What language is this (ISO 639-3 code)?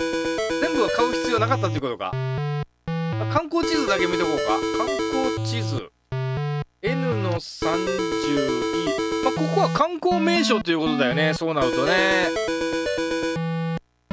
jpn